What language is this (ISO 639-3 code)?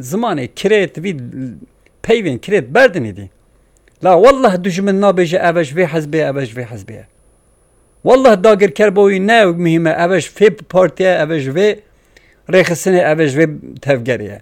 kur